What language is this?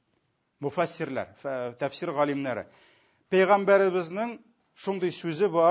Tatar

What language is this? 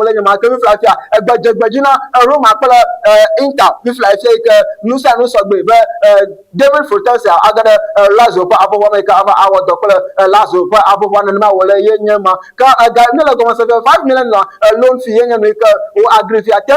Ewe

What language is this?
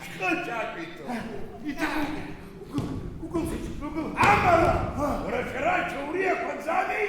Abkhazian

